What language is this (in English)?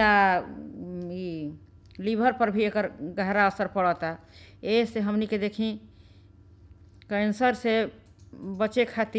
Bhojpuri